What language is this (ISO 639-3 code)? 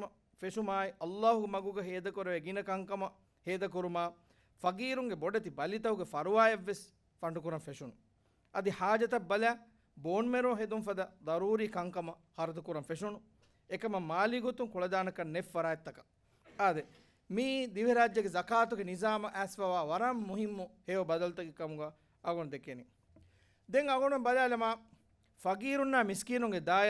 div